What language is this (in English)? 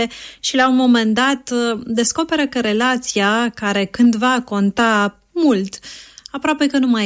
Romanian